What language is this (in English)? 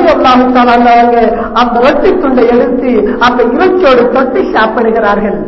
Tamil